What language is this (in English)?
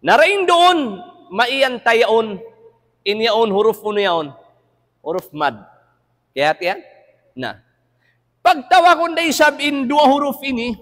Tausug